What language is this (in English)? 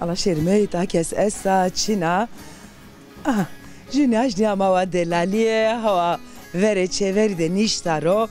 Zaza